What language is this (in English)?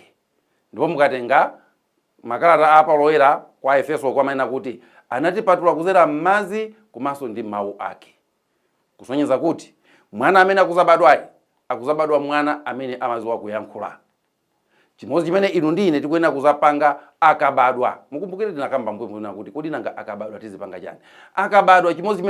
Nyanja